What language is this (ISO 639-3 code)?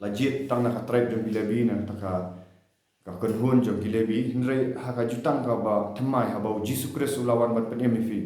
kha